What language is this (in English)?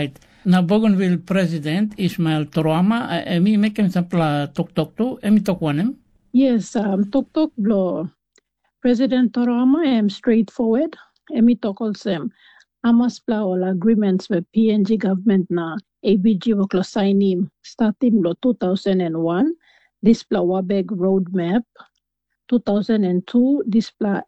Tok Pisin